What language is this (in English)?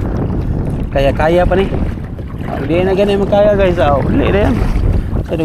Cebuano